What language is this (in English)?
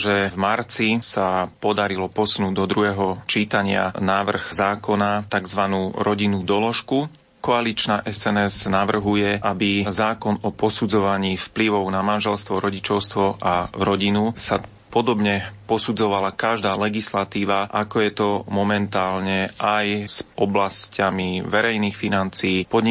Slovak